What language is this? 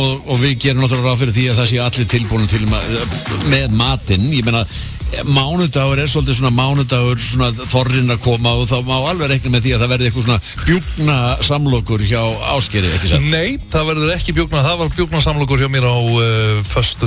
Icelandic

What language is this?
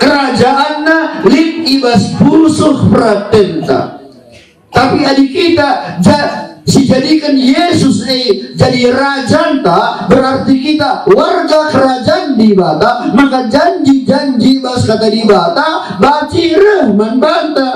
Batak Karo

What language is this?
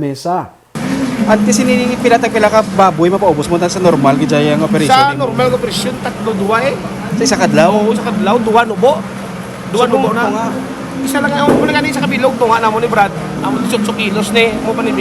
Hiligaynon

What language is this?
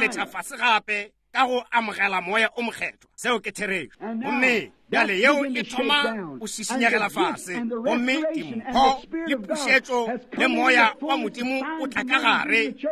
Northern Sotho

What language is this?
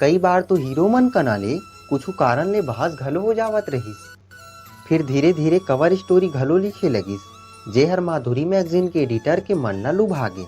Chhattisgarhi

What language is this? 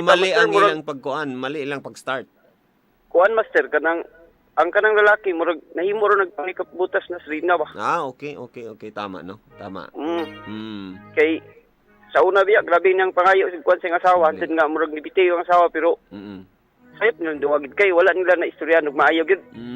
Cebuano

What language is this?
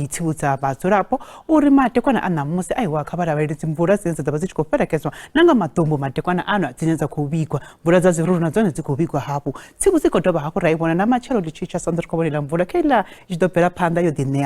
Venda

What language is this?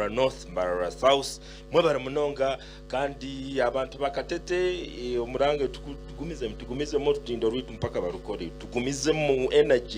Nyankole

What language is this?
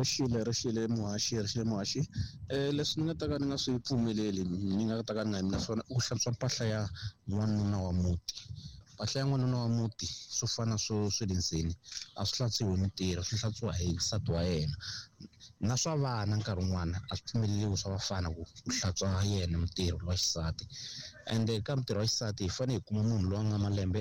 Tsonga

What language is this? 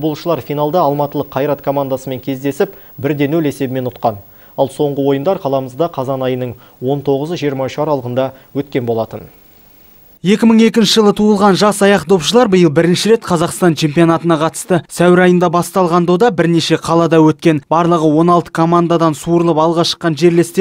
Kazakh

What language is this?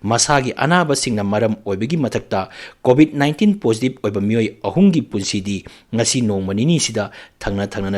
Manipuri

